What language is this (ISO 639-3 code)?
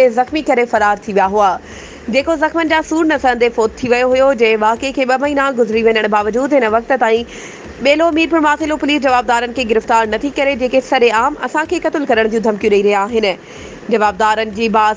snd